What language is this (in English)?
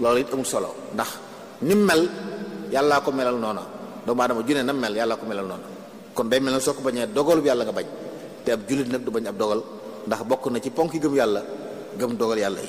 Wolof